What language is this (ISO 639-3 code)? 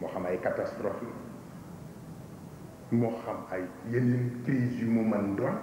wol